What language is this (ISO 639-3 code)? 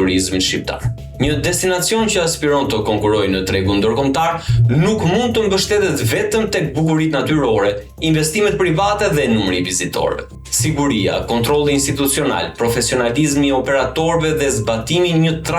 sqi